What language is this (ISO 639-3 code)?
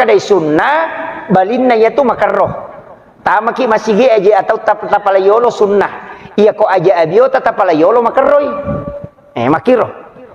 bug